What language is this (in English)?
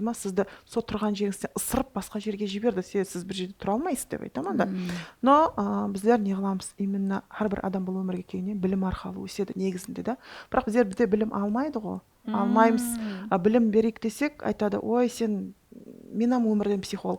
Kara-Kalpak